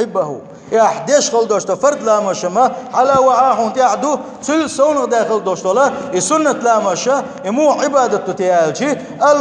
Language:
Chechen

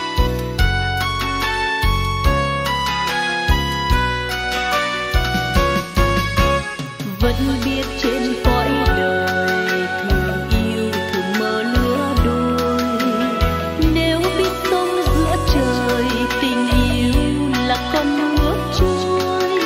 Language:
Vietnamese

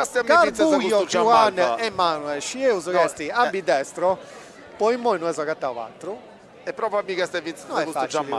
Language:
Sardinian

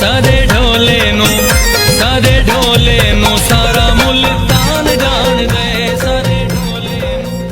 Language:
Saraiki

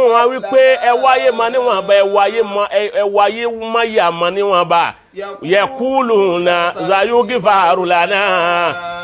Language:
Yoruba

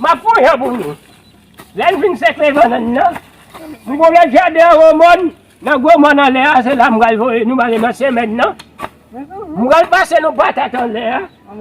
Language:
Haitian Creole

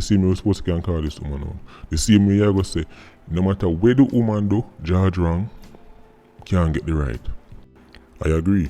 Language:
Jamaican Creole English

